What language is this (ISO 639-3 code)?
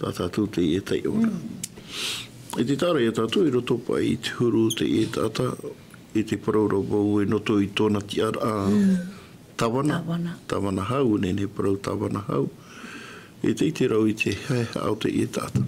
tah